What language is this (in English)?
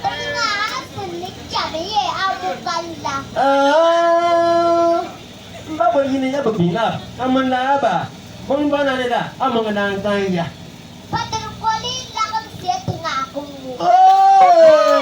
Bimoba